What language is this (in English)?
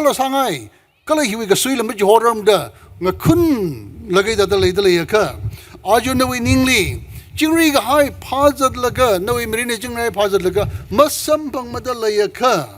Tangkhul Naga (India)